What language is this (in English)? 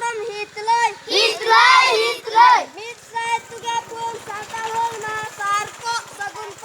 Santali